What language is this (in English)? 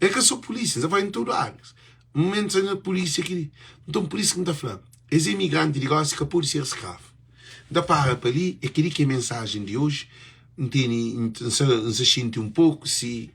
Kabuverdianu